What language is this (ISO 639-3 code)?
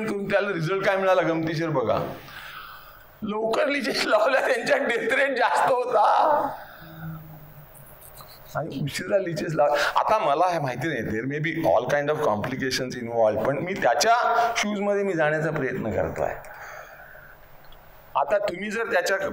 mar